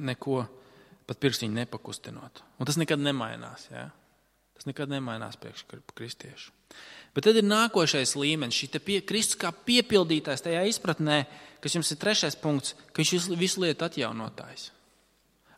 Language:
Latvian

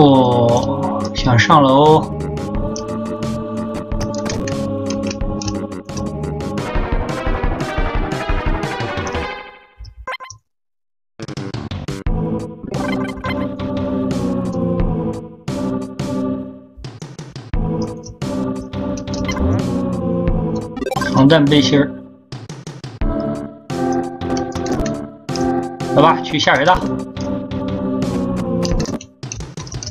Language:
Chinese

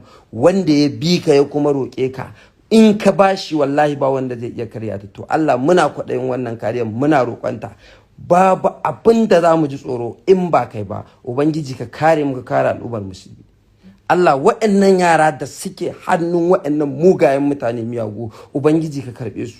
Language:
Hausa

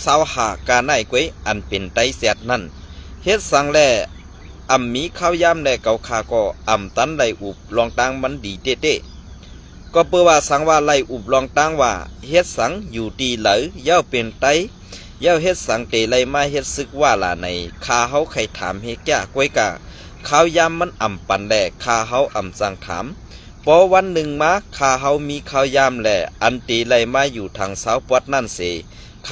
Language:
Shan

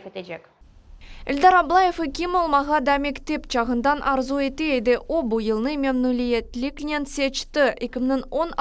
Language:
Crimean Tatar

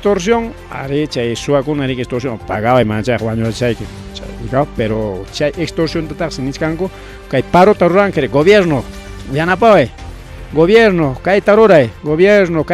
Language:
Ayacucho Quechua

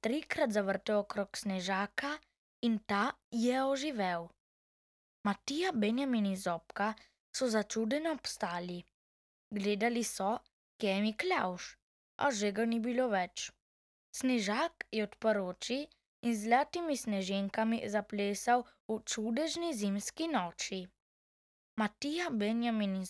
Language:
Slovenian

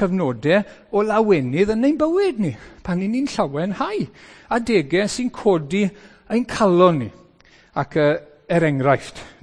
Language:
Welsh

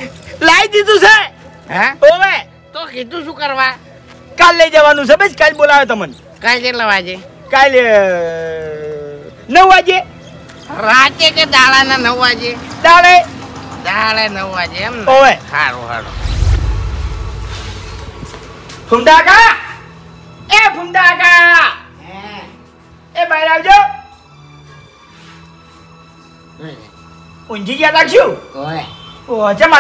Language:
Gujarati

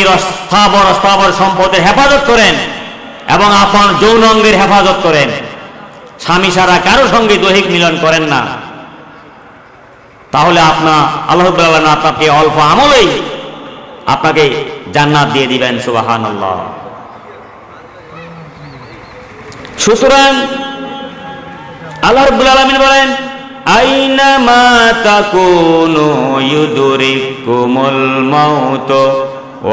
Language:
Bangla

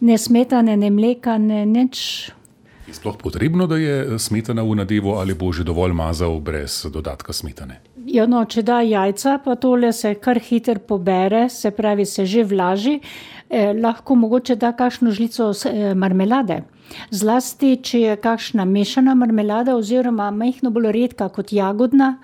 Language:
Slovenian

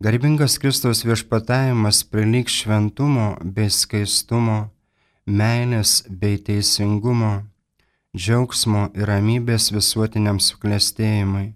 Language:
Lithuanian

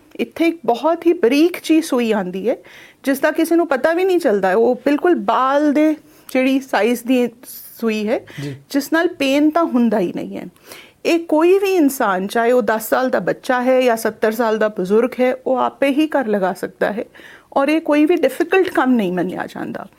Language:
Punjabi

